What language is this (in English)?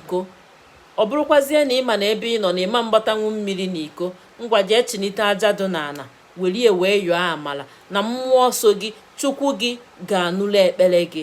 Igbo